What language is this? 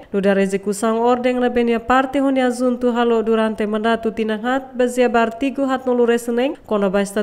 Tetum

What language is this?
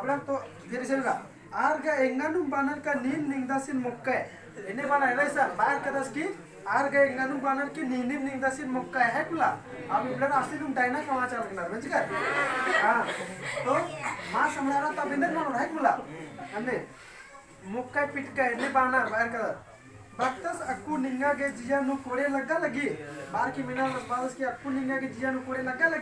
Kurukh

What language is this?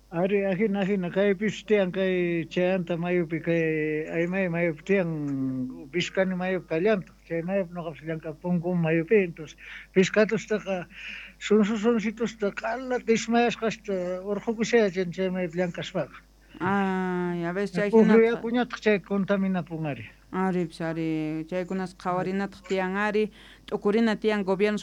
South Bolivian Quechua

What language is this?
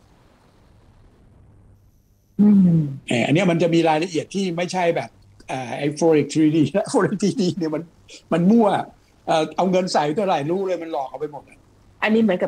Thai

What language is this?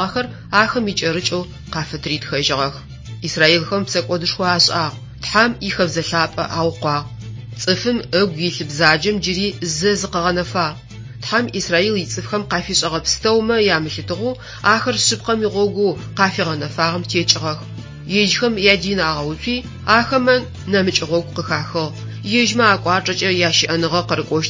Adyghe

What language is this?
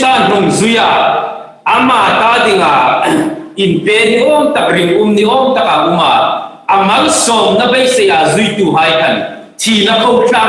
Hmar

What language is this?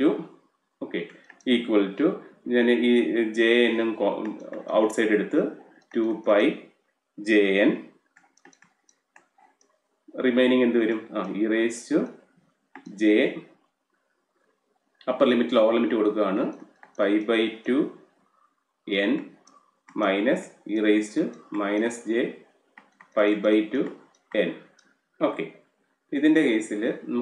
Malayalam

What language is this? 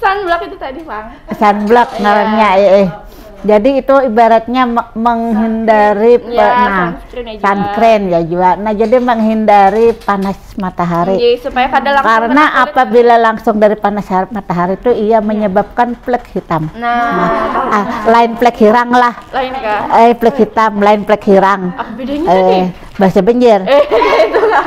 Banjar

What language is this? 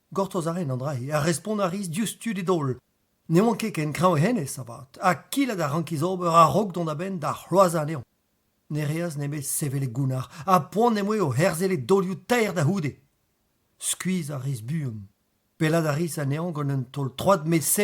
Breton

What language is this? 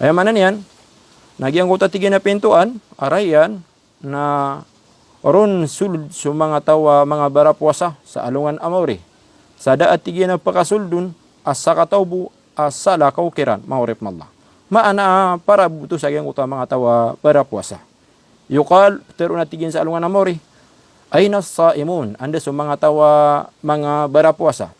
Maranao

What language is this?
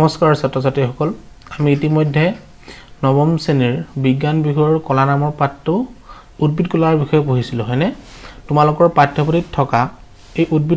Assamese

